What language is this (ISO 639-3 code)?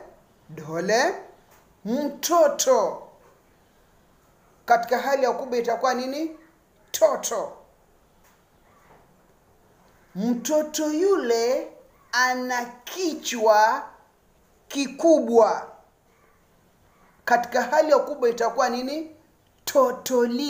swa